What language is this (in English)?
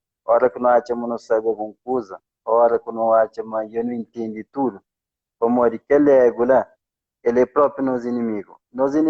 Kabuverdianu